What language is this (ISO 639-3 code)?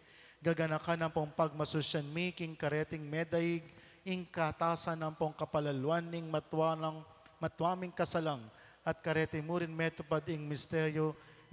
pam